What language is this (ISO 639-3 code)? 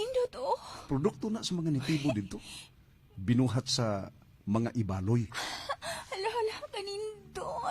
ceb